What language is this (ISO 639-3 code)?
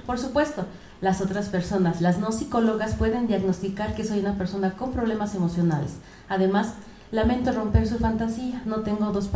spa